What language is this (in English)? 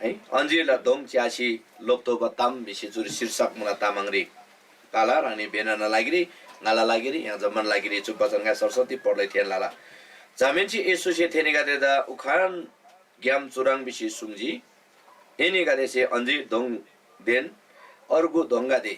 Eastern Tamang